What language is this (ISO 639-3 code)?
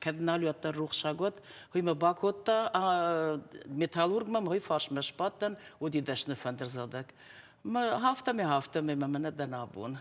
oss